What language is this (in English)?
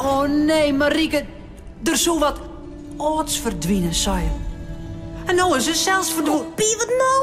Western Frisian